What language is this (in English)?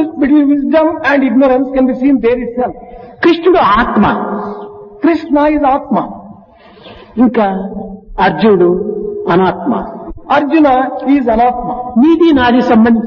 Telugu